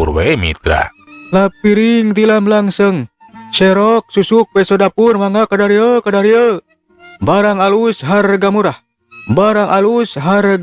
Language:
Sundanese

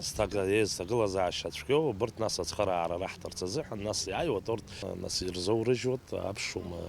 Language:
Abkhazian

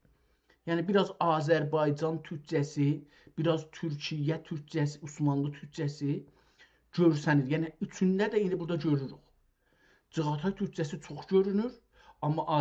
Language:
South Azerbaijani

